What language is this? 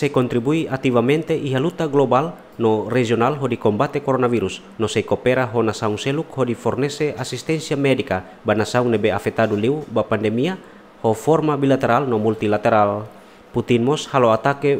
Tetum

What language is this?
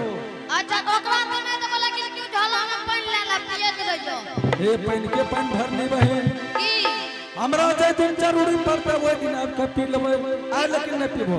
Angika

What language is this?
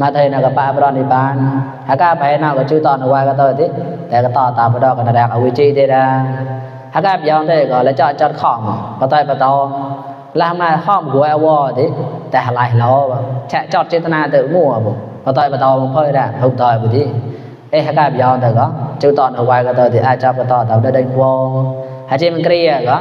Mon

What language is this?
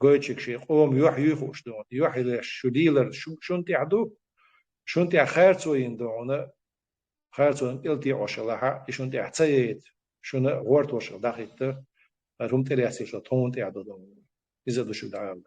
Chechen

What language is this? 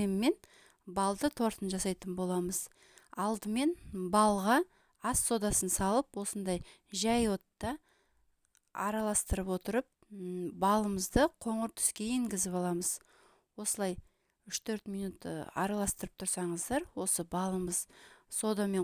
Kazakh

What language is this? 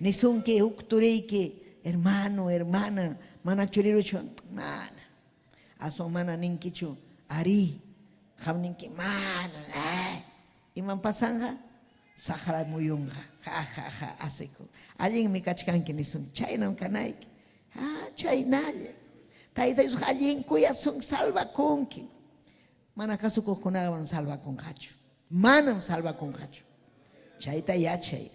Ayacucho Quechua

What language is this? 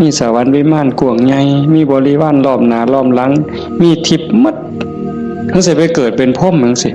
Northeastern Thai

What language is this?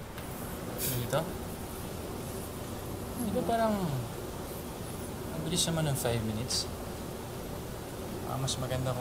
Filipino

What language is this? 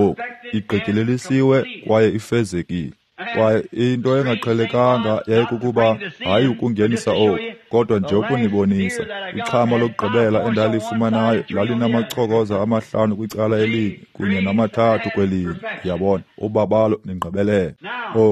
Xhosa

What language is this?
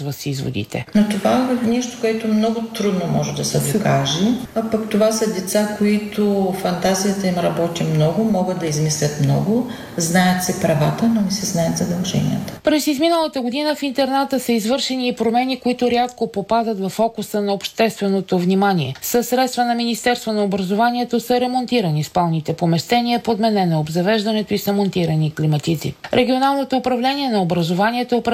Bulgarian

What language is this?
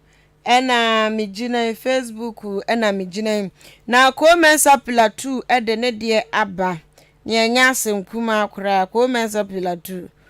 Akan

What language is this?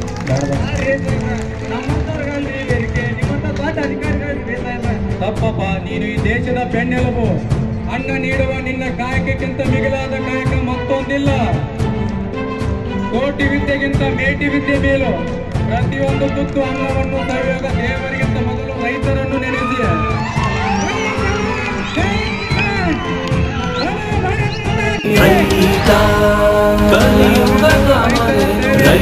Kannada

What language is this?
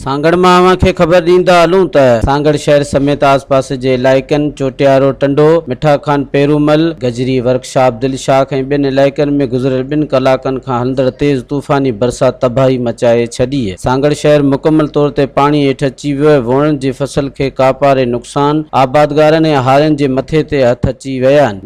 Sindhi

